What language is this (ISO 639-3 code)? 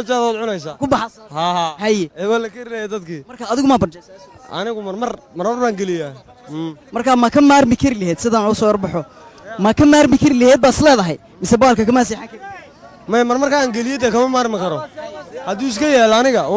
som